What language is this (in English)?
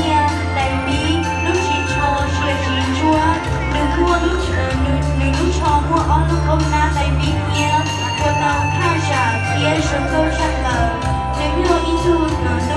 Hmong